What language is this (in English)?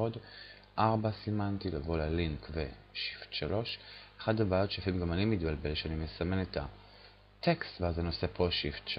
Hebrew